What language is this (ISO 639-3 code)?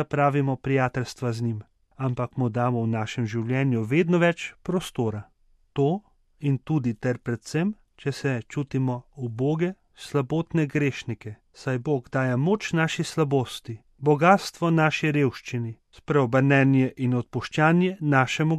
slv